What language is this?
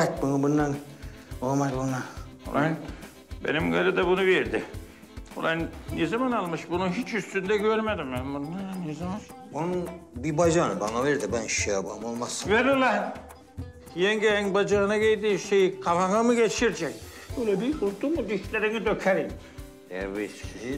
Turkish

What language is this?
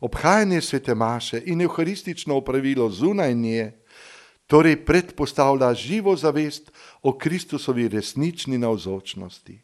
Slovenian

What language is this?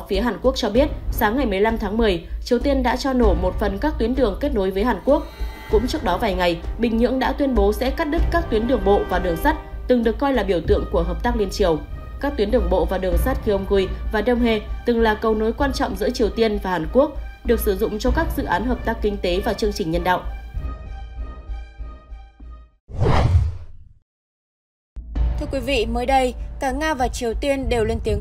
Vietnamese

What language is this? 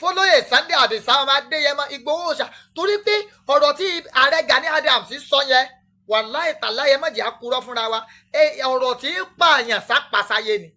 Yoruba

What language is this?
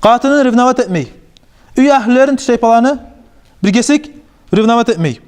Kumyk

